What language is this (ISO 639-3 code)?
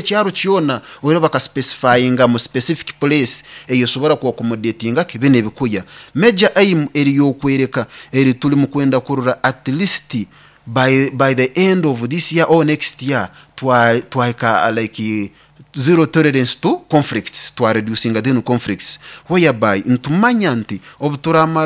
nyo